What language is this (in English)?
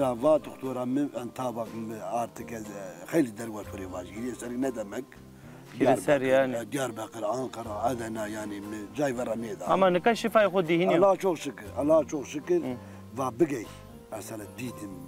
Zaza